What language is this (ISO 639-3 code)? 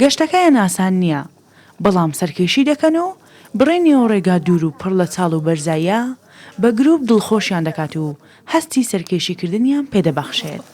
ckb